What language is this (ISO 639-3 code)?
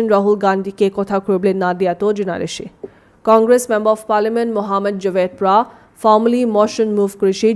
nag